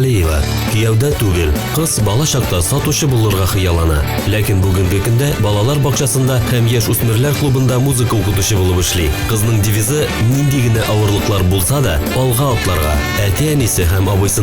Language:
Tatar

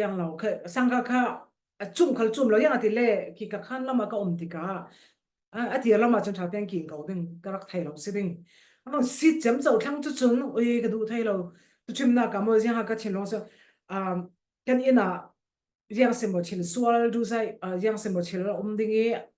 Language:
Falam Chin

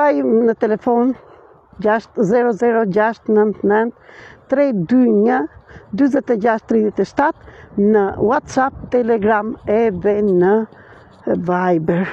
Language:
Albanian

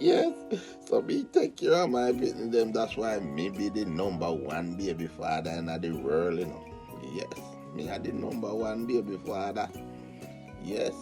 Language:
Jamaican Creole English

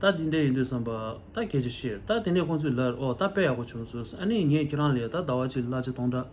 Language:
Tibetan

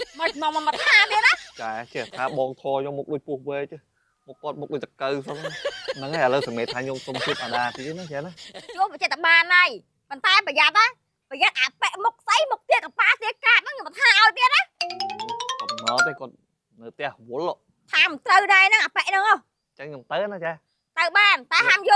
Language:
Khmer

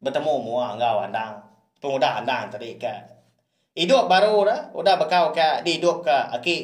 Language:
Iban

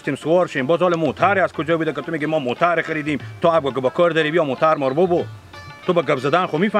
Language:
Hazaragi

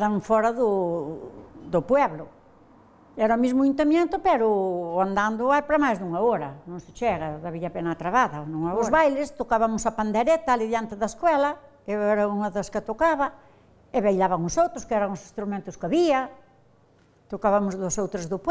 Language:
Galician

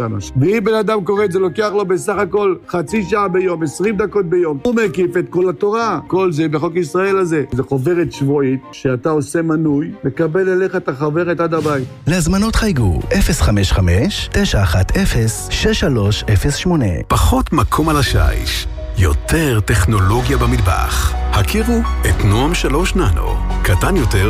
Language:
Hebrew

